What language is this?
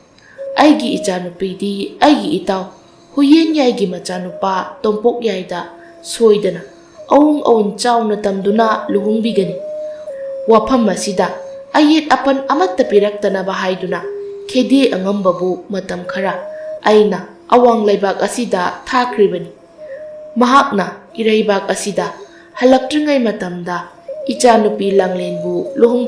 Manipuri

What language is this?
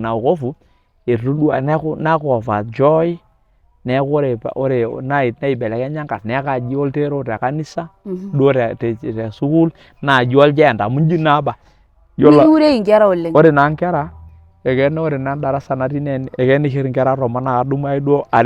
Masai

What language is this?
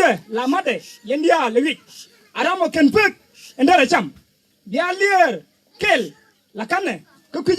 Nuer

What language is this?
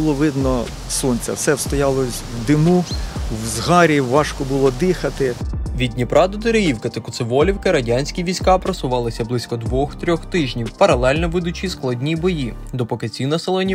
Ukrainian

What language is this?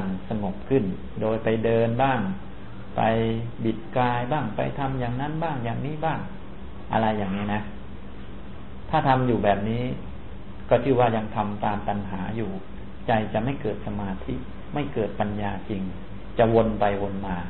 Thai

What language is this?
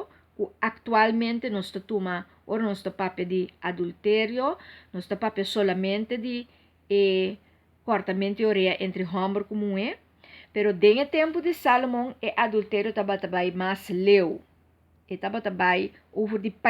Papiamento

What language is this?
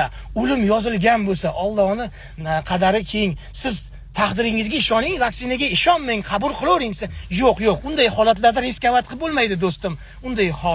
Uzbek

